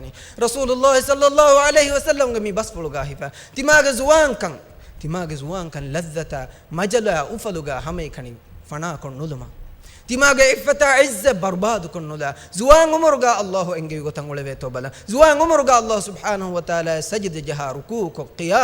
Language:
Divehi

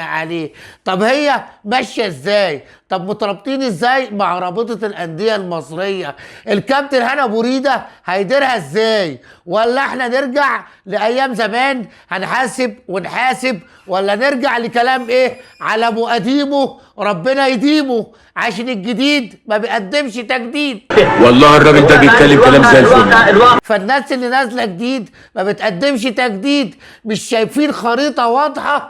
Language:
Egyptian Arabic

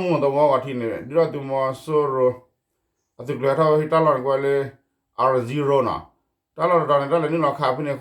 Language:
S'gaw Karen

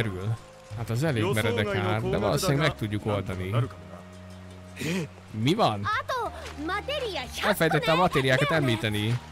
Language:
Hungarian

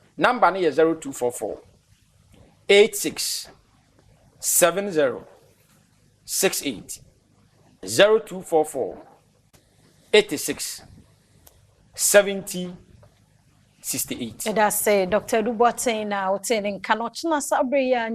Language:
Akan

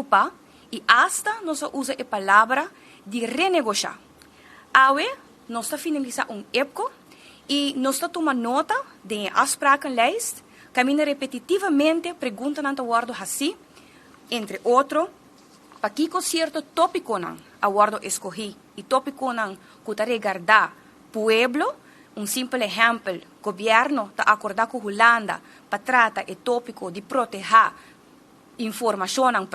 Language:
Papiamento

